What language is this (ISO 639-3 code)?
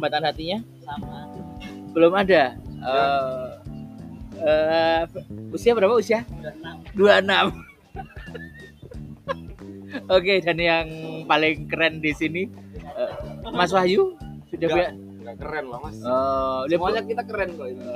ind